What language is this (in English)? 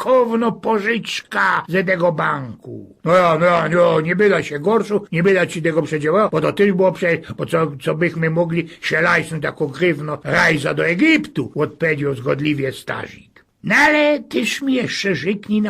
Silesian